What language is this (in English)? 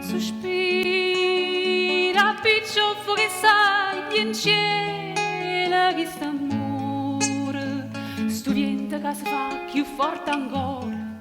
Neapolitan